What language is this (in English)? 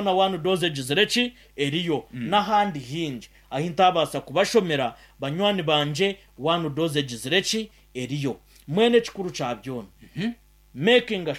Nyankole